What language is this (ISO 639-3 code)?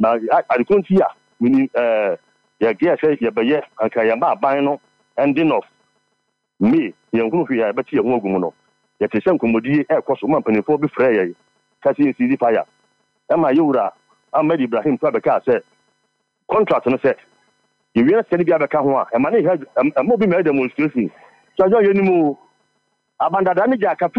aka